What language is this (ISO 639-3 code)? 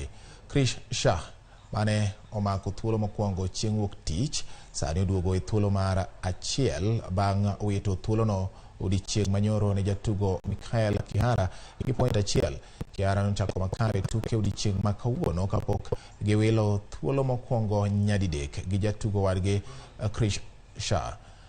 luo